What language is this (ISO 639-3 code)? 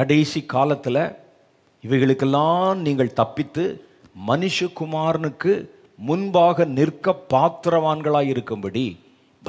tam